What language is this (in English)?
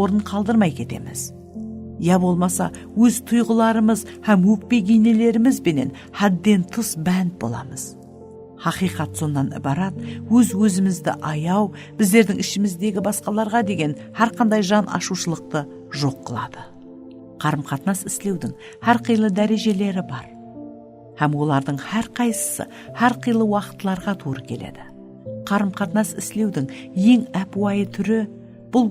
Kara-Kalpak